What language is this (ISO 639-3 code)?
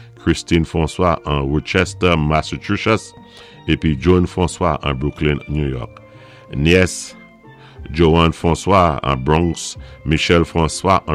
acf